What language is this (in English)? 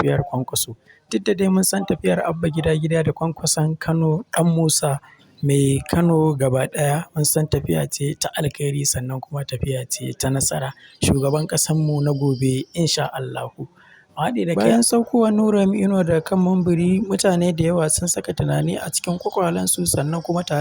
Hausa